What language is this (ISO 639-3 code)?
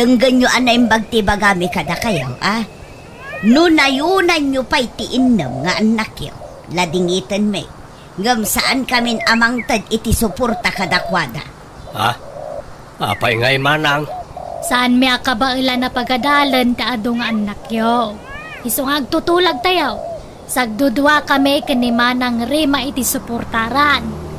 ilo